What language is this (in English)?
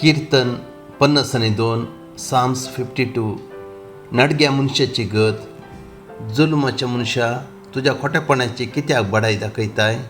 Konkani